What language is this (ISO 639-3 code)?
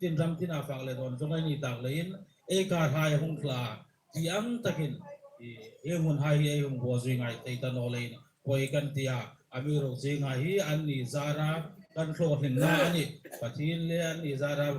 hmr